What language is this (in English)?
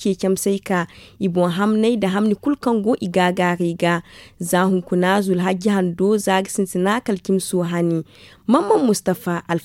Zarma